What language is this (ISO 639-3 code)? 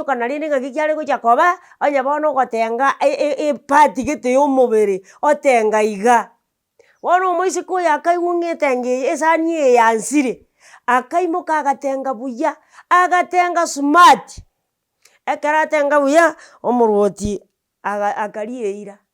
guz